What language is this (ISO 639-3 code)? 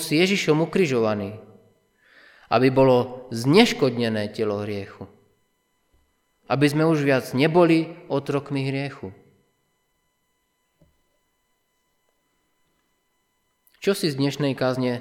slk